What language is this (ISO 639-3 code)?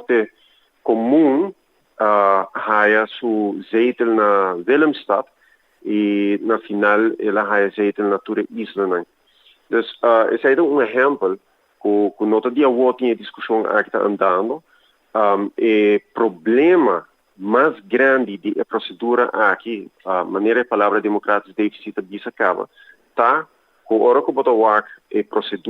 pap